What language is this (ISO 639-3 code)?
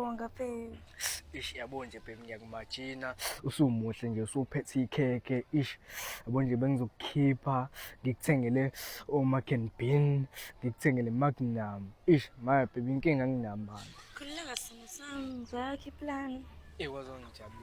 zul